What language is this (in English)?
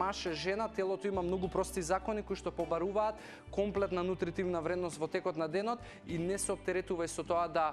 Macedonian